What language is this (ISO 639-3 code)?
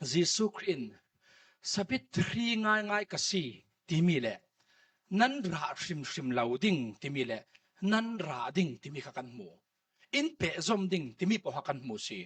cfm